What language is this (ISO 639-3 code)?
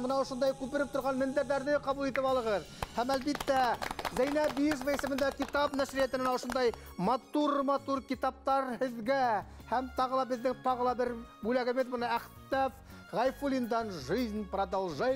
bak